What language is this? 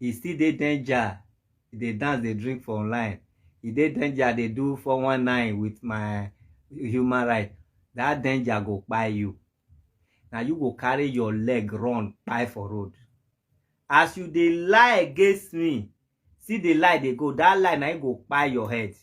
Nigerian Pidgin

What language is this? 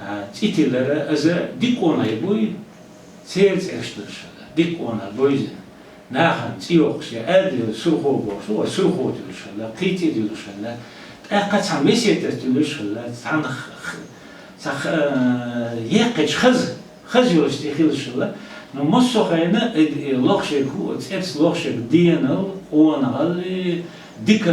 Chechen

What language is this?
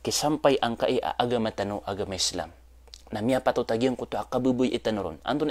Maranao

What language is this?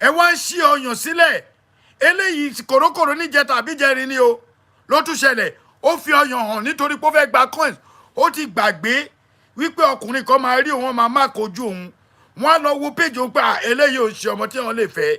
Yoruba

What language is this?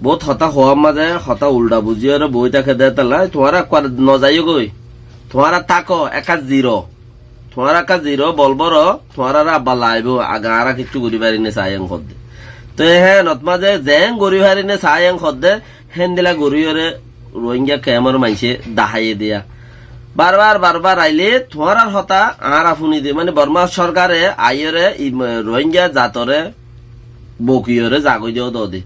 Rohingya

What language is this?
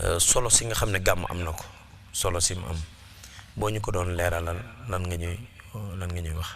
Wolof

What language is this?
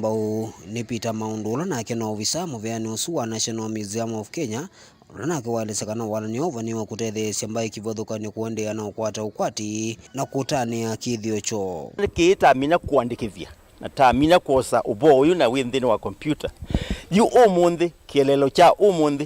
Kamba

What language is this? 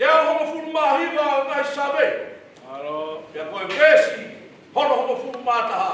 Tongan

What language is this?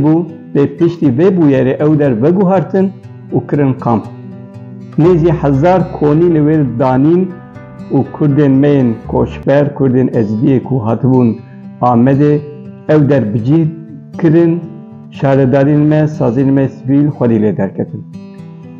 Kurdish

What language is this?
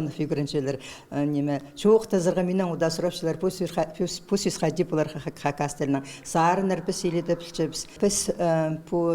Khakas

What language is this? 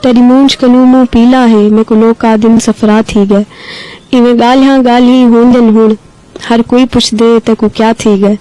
Saraiki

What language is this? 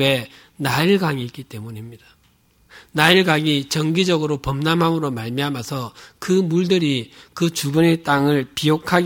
Korean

